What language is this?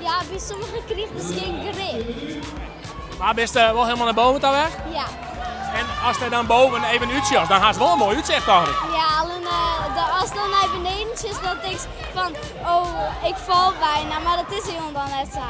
Western Frisian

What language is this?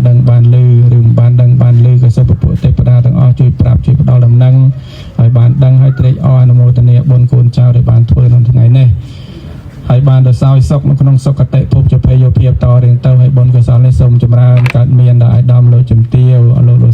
Khmer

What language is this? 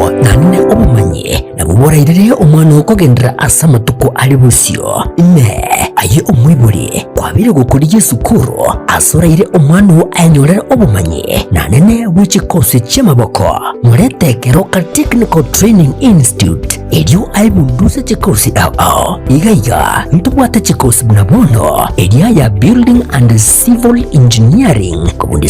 Gusii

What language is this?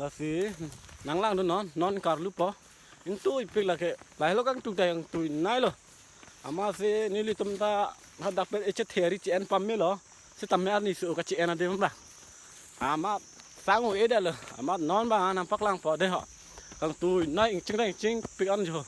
Karbi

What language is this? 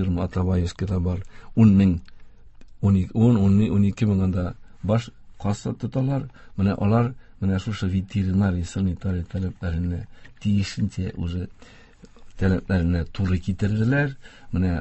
Tatar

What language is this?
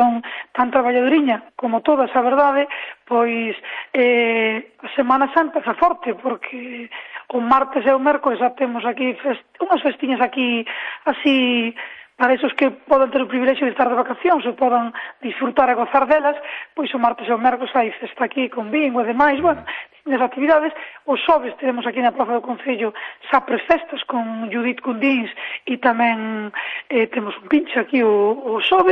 Galician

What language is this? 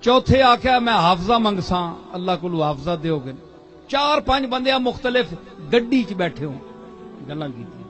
Saraiki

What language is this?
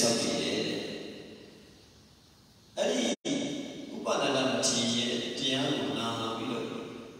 Burmese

